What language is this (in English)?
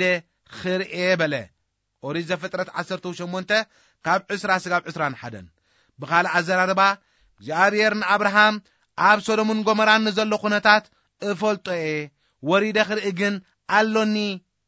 Tigrinya